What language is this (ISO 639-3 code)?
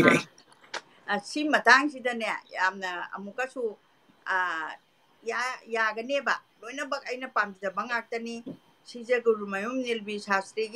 mni